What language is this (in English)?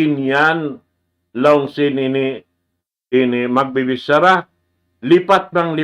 Tausug